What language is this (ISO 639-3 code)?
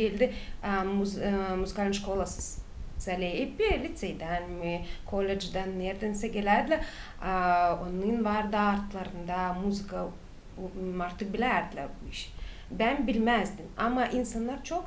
gag